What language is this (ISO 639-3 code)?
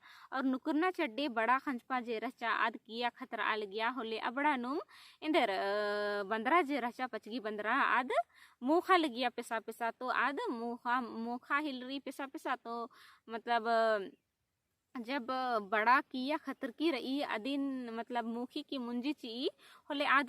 kru